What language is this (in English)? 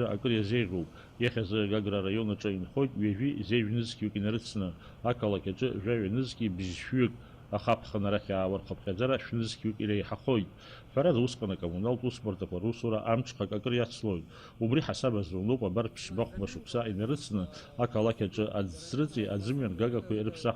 Abkhazian